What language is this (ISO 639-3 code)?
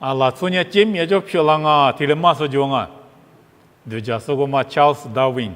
lis